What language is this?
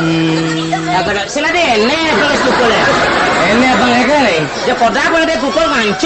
Balinese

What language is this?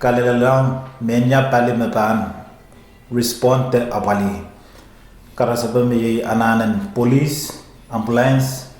Pohnpeian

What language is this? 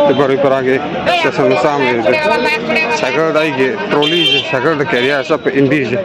Manipuri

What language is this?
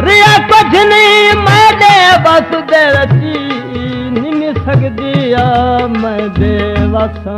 Saraiki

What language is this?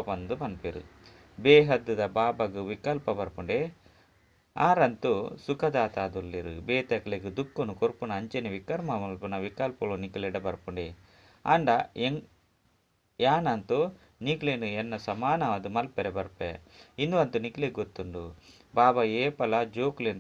Tulu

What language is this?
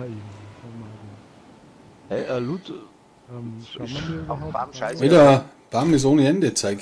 Bavarian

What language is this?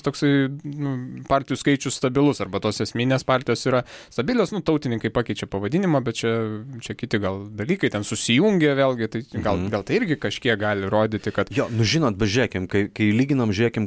Lithuanian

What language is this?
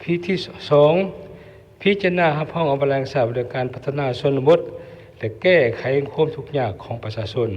Lao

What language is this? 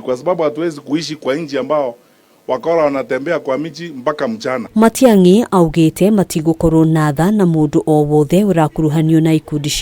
Kikuyu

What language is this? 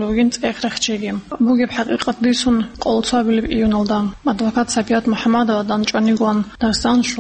Avaric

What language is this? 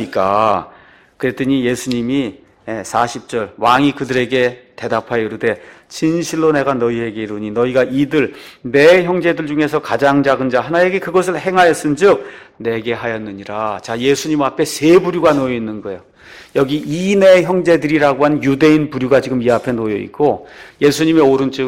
Korean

